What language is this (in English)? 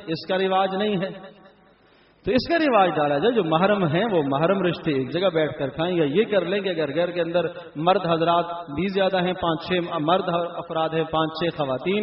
Urdu